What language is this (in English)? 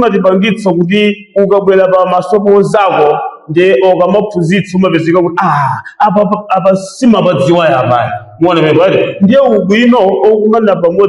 Nyanja